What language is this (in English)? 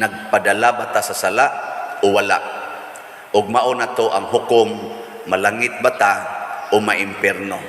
Cebuano